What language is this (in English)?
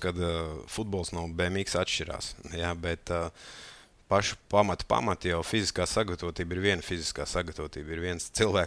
Latvian